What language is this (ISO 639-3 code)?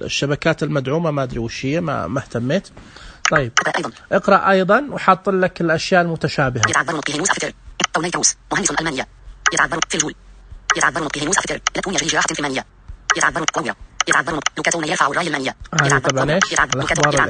ars